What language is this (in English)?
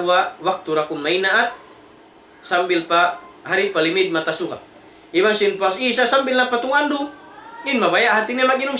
Tausug